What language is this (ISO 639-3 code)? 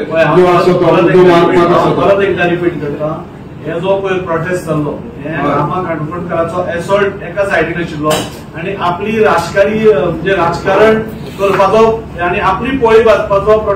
kok